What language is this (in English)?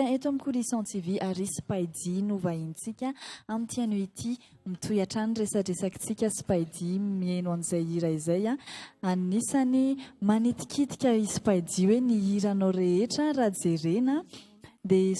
Malagasy